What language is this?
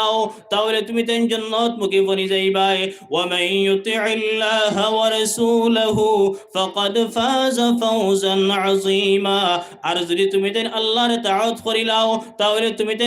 Sylheti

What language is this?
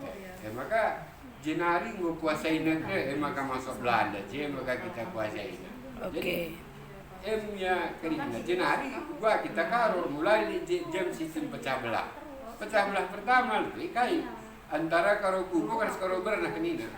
Batak Karo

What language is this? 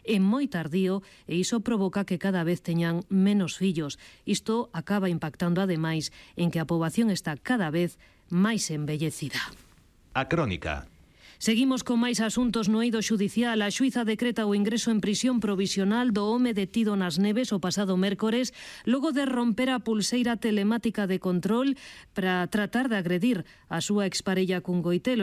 Galician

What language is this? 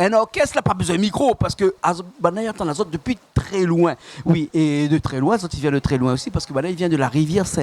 Réunion Creole French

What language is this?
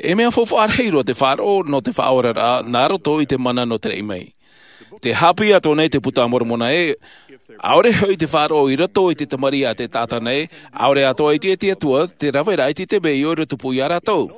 Tahitian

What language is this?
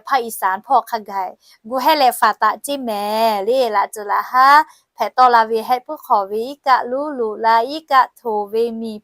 Lahu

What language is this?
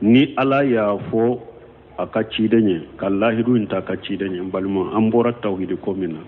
Bambara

